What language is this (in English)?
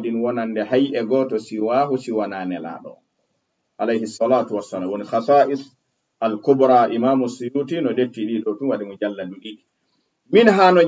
Fula